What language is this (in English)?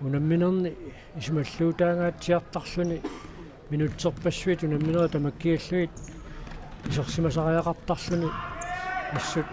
Kalaallisut